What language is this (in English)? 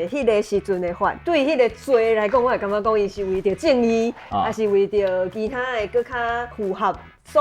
Min Nan Chinese